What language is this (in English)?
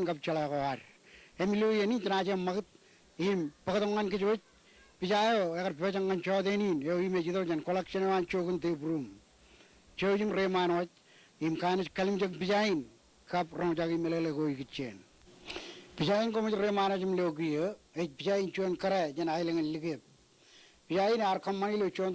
Marshallese